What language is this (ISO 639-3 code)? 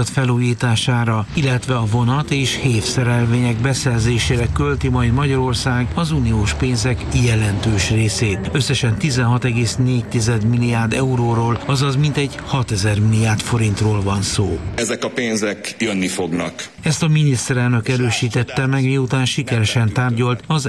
hun